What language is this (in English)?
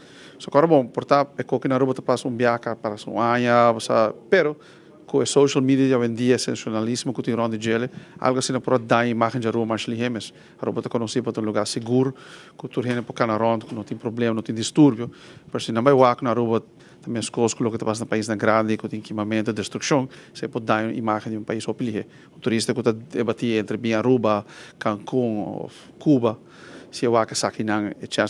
Papiamento